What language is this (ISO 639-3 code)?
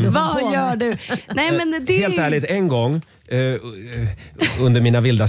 swe